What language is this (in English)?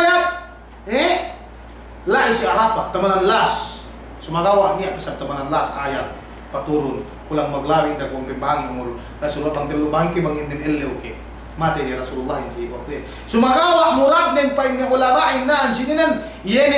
Yakan